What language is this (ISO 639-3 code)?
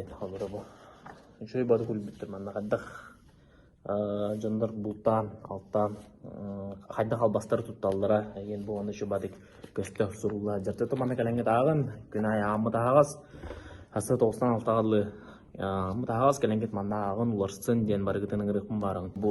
sah